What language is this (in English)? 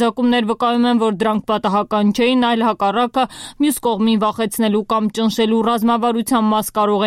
Armenian